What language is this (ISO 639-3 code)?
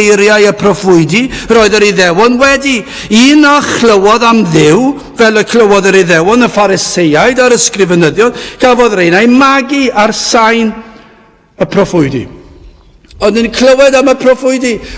cym